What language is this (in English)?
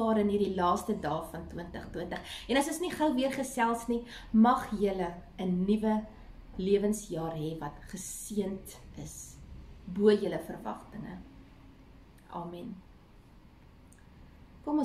Afrikaans